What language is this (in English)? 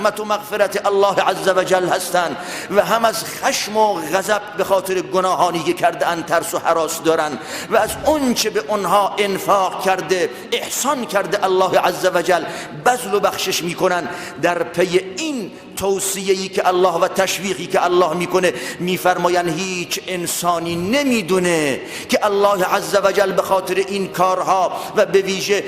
Tajik